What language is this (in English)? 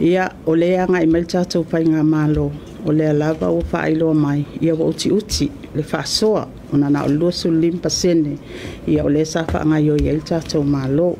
Samoan